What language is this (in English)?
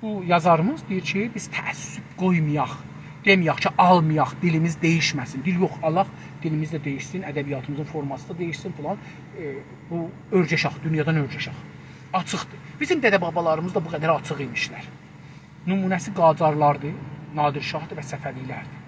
South Azerbaijani